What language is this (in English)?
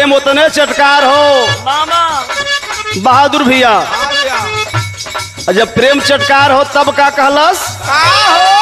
Bhojpuri